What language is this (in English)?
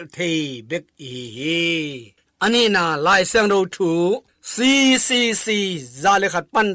Tedim Chin